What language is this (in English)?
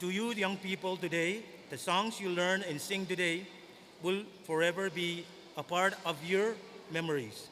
Pohnpeian